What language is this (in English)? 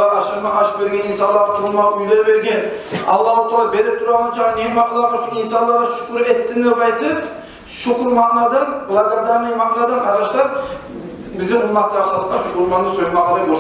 Kumyk